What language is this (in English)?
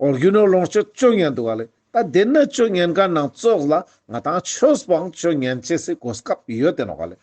Ladakhi